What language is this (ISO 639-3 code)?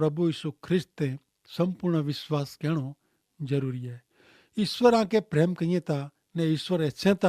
kfr